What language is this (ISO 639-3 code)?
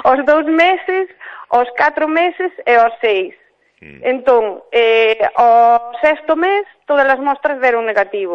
glg